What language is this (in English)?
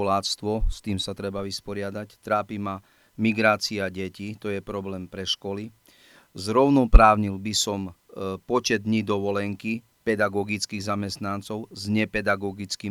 Slovak